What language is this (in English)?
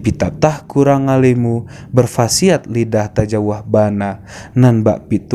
Minangkabau